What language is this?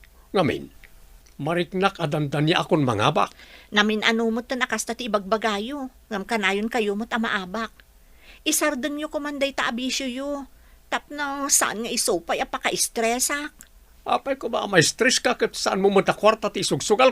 Iloko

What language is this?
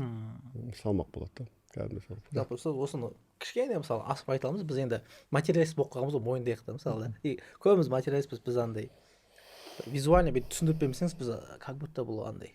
Kazakh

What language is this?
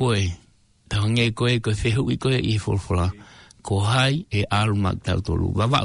Tongan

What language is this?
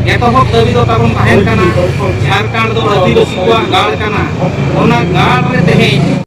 Santali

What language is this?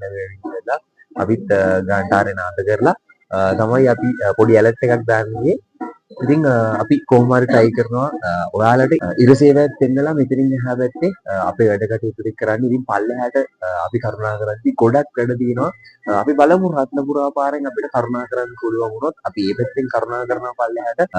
Sinhala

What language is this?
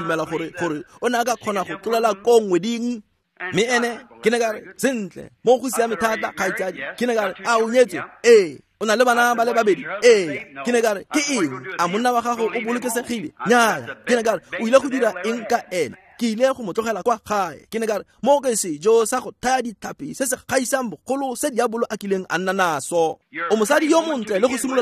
Tswana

